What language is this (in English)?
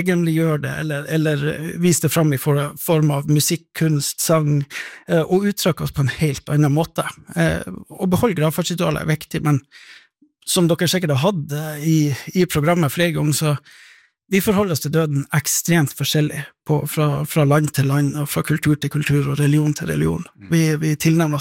Norwegian